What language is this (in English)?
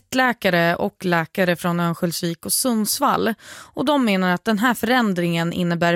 Swedish